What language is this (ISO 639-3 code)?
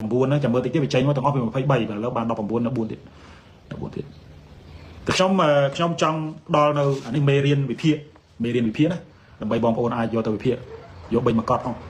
khm